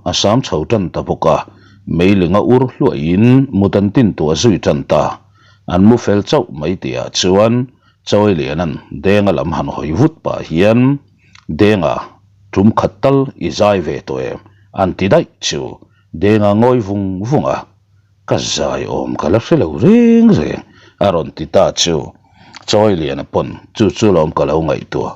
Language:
Mizo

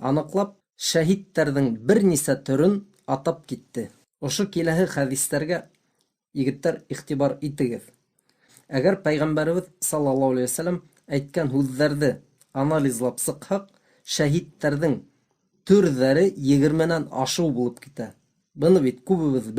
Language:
Bashkir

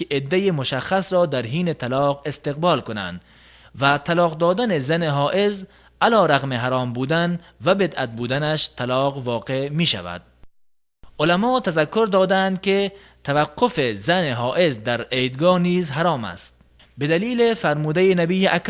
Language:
Tajik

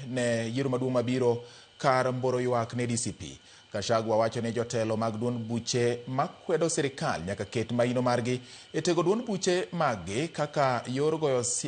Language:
Luo (Kenya and Tanzania)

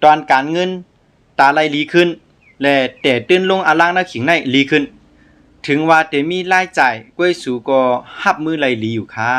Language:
Shan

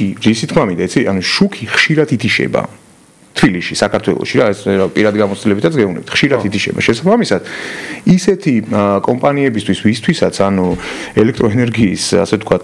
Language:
Georgian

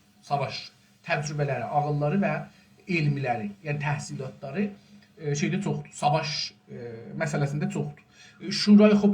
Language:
South Azerbaijani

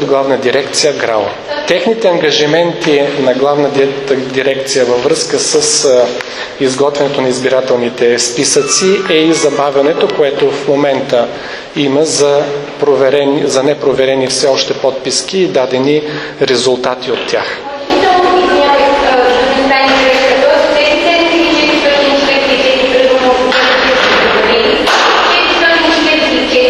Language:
Bulgarian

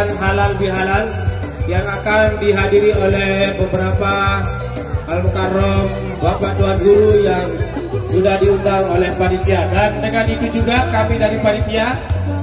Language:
Sasak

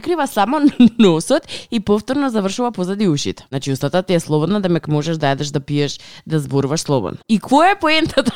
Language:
Macedonian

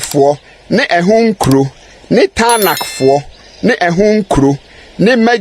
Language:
Akan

